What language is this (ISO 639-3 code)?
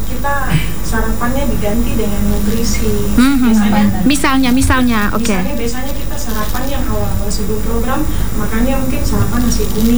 ind